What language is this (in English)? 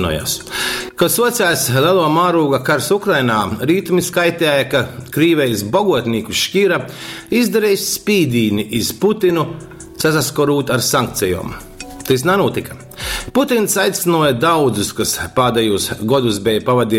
Latgalian